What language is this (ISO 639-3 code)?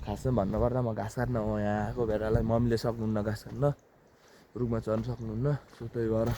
nep